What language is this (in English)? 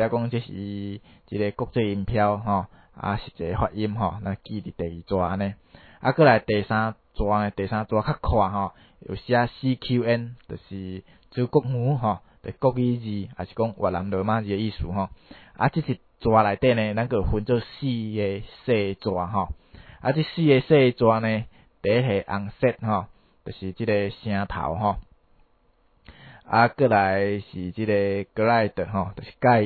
Min Nan Chinese